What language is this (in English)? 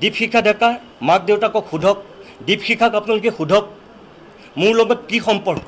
Assamese